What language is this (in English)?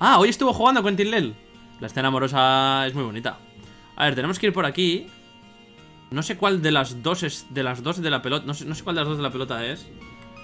Spanish